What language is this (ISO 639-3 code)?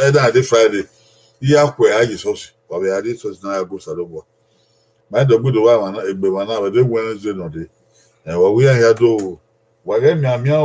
bin